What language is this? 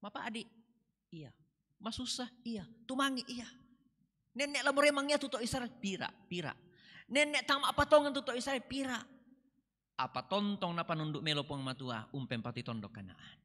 Toraja-Sa'dan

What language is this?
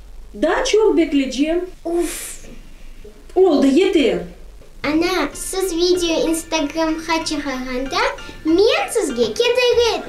Crimean Tatar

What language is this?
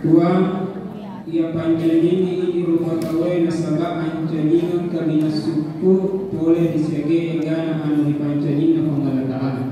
Buginese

